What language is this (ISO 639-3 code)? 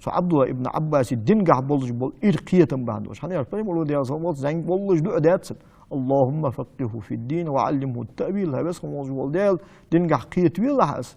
inh